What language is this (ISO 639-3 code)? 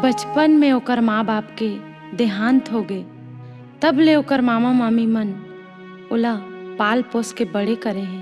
hne